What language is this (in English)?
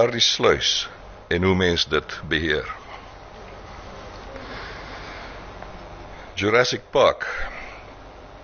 Afrikaans